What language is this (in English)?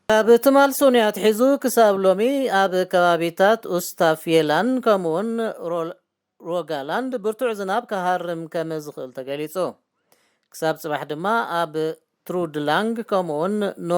Tigrinya